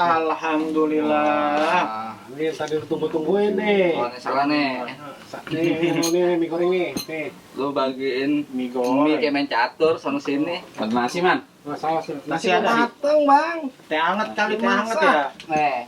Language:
Betawi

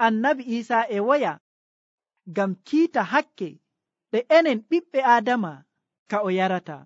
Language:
Nigerian Fulfulde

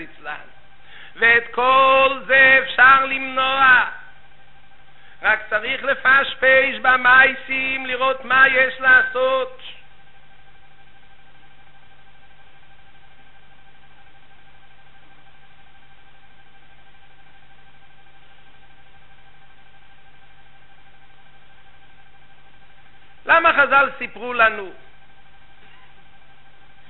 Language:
Hebrew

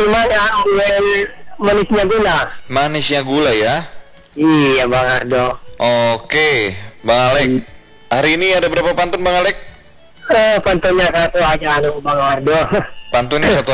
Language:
Indonesian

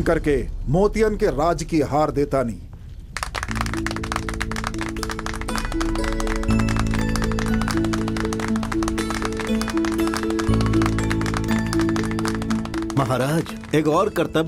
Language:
Bhojpuri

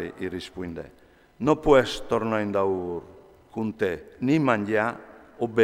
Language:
Friulian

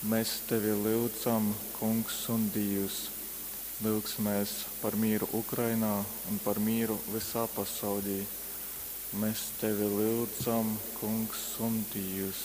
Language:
Latgalian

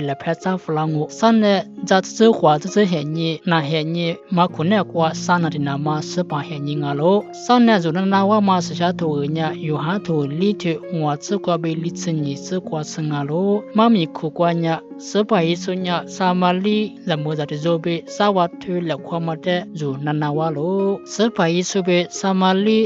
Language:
Lisu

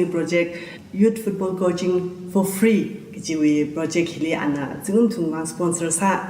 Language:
Tangkhul Naga (India)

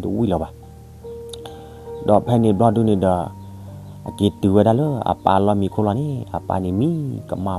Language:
S'gaw Karen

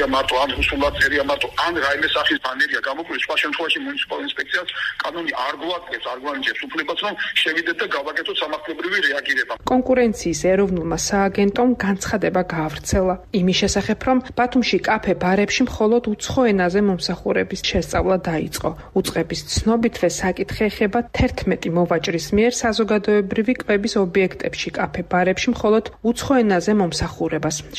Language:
Georgian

